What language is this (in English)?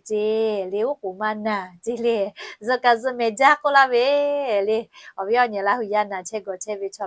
Lahu